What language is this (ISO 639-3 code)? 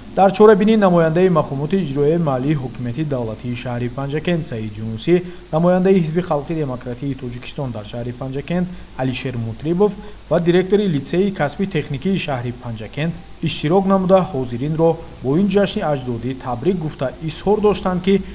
tgk